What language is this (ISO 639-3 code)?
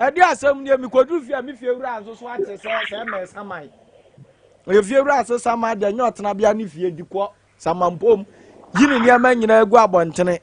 aka